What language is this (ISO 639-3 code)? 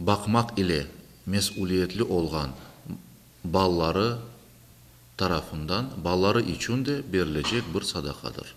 crh